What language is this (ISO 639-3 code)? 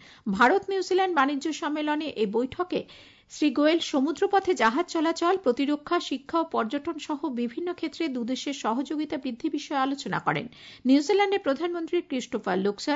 ben